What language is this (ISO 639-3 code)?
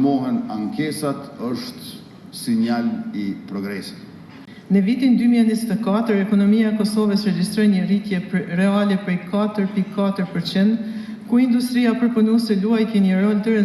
sqi